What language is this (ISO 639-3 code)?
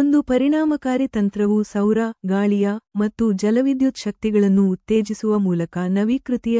kan